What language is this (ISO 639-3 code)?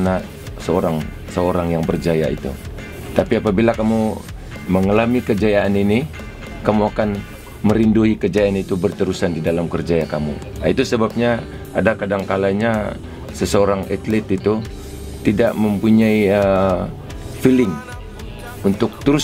msa